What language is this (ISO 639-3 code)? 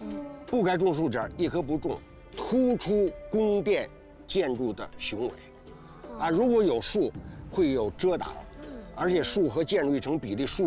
zho